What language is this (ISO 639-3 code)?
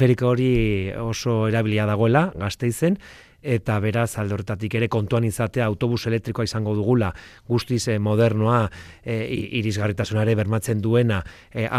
eus